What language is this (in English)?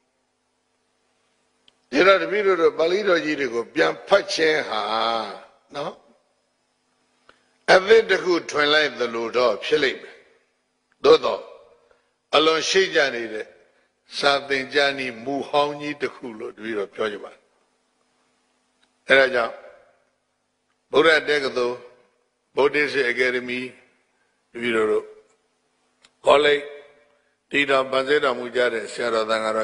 Burmese